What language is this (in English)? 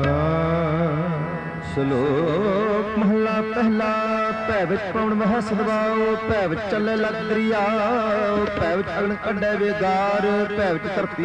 Punjabi